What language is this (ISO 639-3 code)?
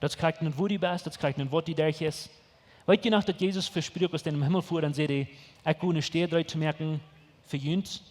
pdt